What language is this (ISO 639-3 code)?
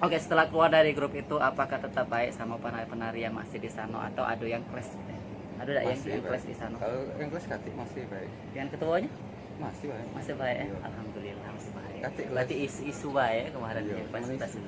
mui